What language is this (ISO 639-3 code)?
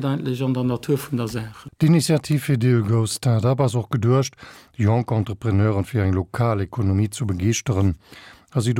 ltz